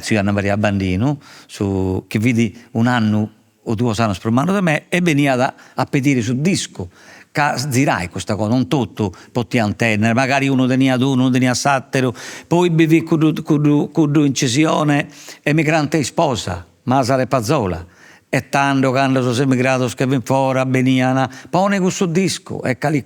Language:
Sardinian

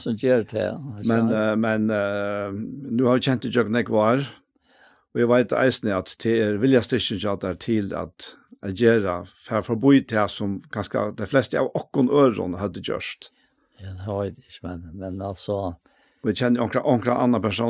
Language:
Faroese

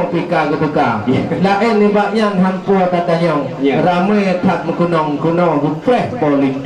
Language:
Achinese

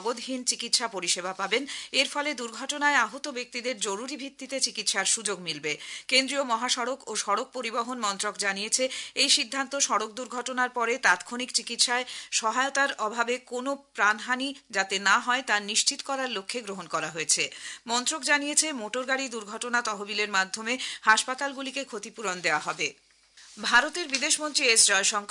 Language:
Bangla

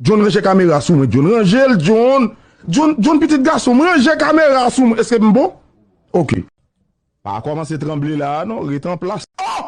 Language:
Haitian Creole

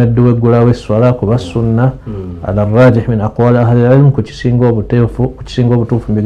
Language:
Ganda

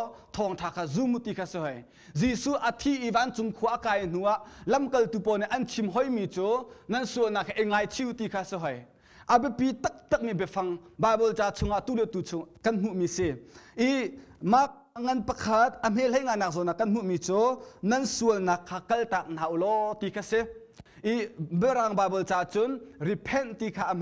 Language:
Hakha Chin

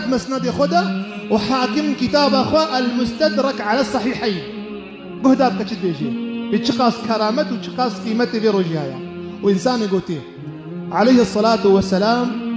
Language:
Kurdish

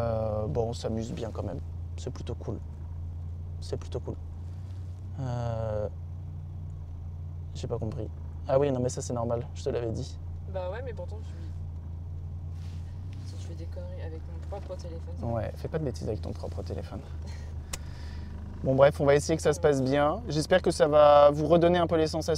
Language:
French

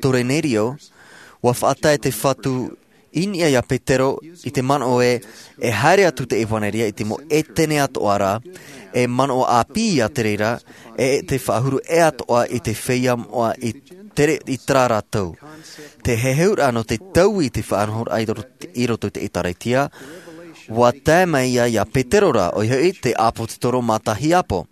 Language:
Tahitian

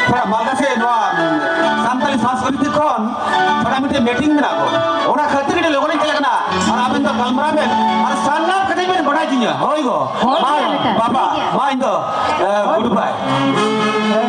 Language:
Santali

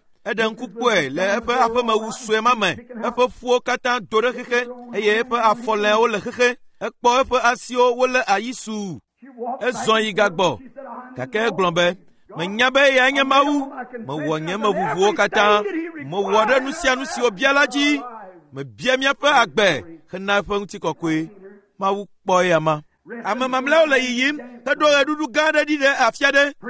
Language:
Ewe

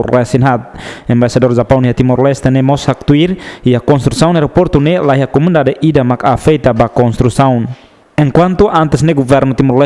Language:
Tetum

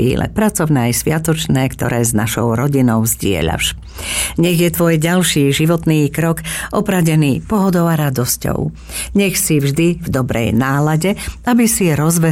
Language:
Slovak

